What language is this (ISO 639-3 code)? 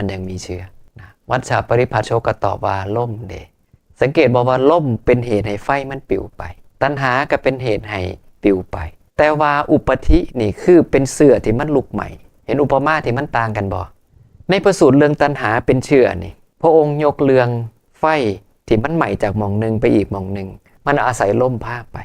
tts